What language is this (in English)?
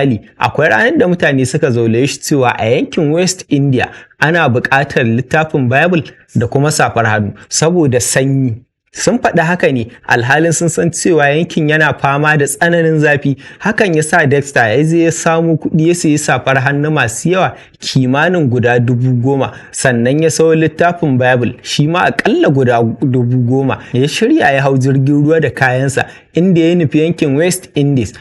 Hausa